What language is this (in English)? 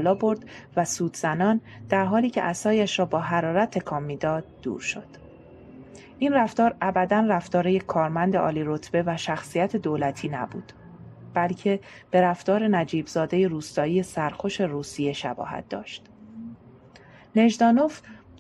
Persian